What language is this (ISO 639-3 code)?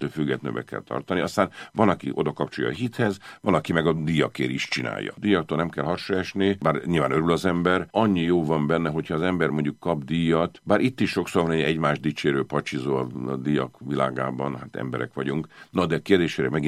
hun